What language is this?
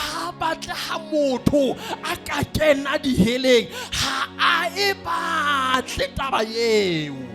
Southern Sotho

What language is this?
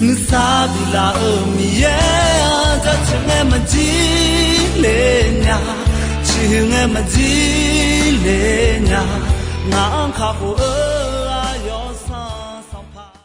Akha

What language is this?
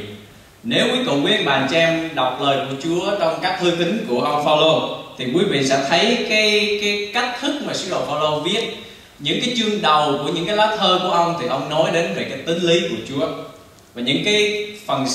Vietnamese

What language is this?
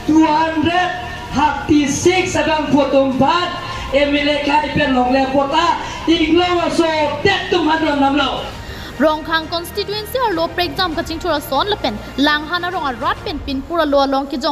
Karbi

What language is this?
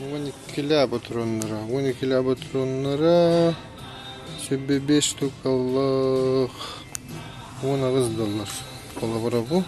Yakut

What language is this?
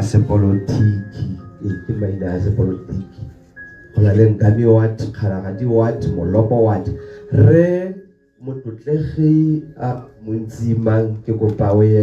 Tswana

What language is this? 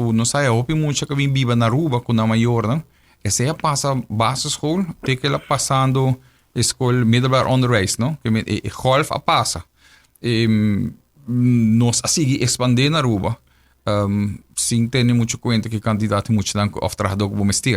Papiamento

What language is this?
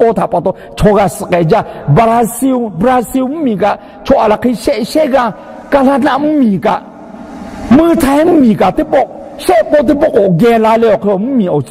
Lahu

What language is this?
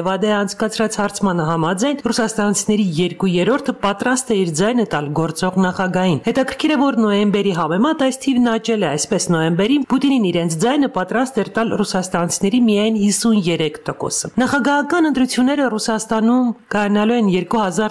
Armenian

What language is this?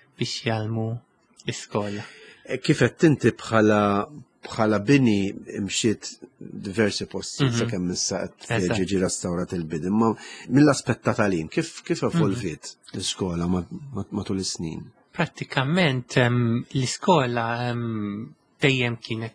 Maltese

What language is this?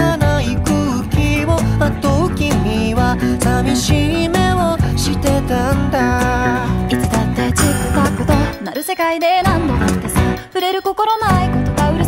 Japanese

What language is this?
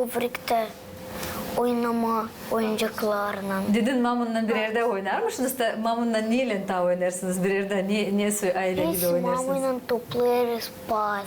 Gagauz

